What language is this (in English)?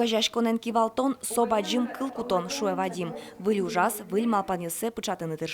Udmurt